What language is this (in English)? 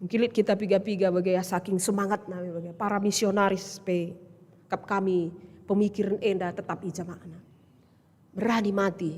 Batak Karo